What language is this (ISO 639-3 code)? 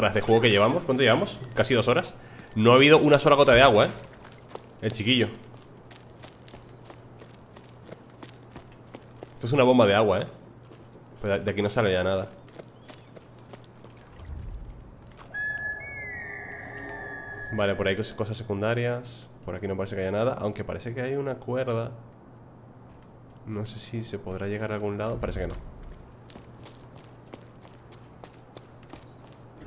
spa